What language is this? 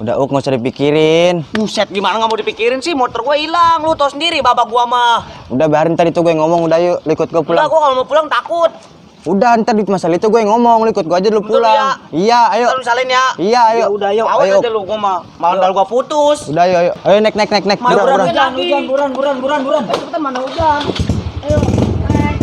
Betawi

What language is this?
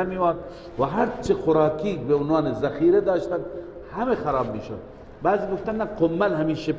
Persian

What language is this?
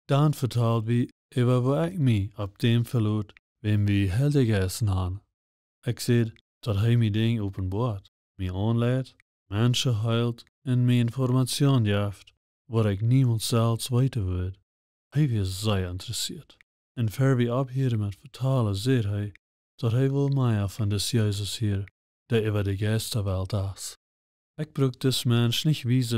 Plautdietsch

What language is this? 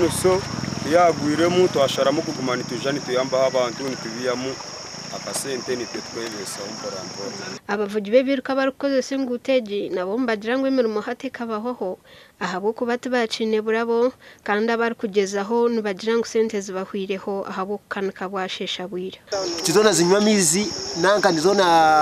Nyankole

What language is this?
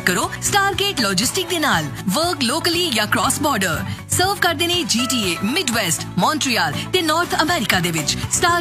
Punjabi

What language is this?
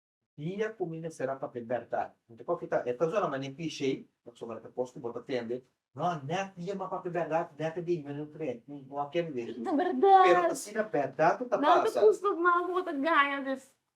Papiamento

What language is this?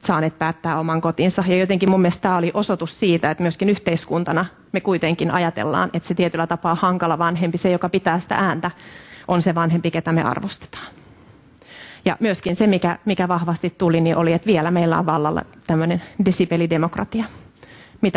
Finnish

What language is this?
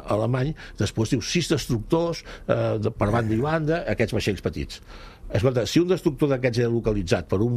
Catalan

